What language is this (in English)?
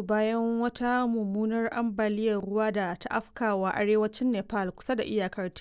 Hausa